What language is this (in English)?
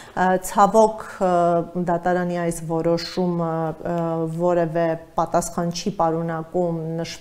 Armenian